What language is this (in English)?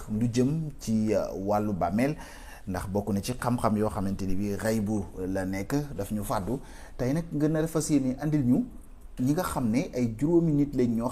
Wolof